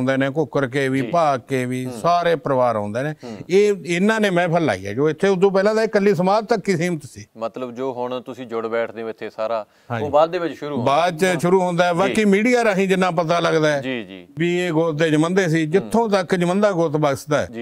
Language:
Punjabi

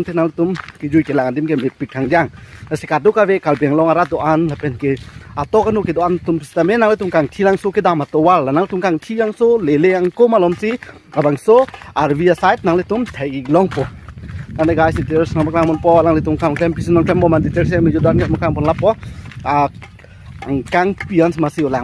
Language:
Karbi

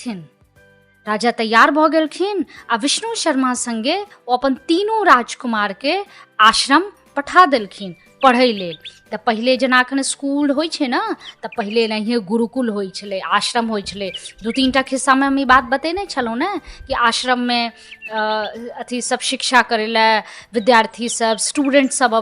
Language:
Maithili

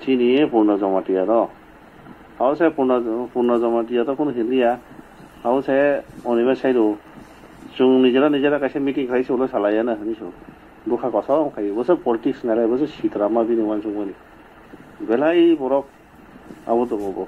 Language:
Kok Borok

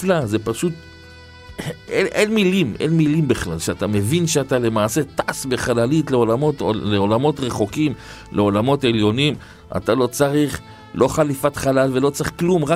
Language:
Hebrew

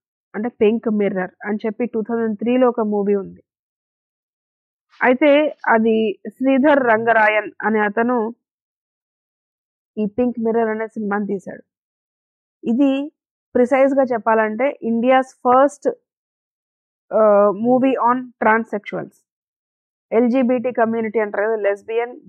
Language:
Telugu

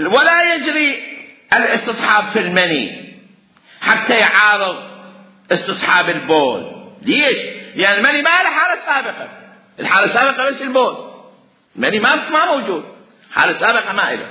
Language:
Mesopotamian Arabic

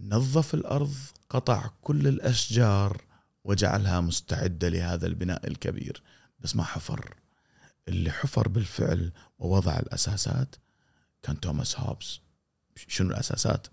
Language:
Gulf Arabic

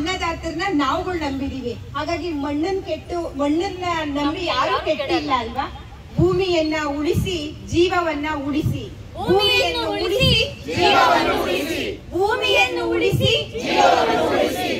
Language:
Kannada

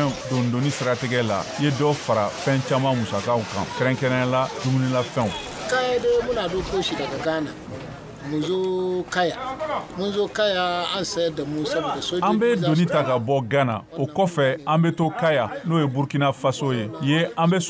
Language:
Bambara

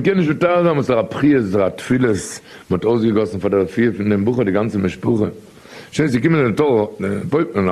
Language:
Yiddish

